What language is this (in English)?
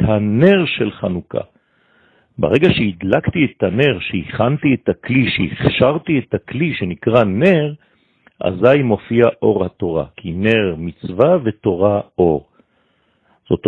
Hebrew